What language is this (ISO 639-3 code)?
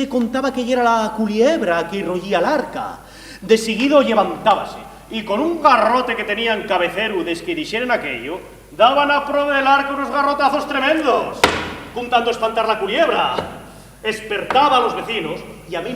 ast